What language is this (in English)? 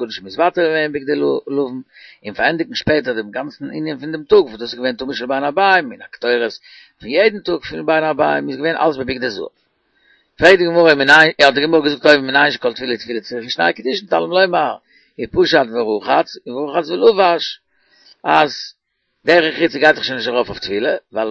Yiddish